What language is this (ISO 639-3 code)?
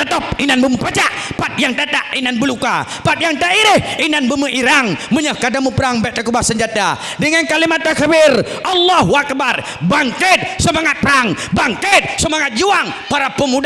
ace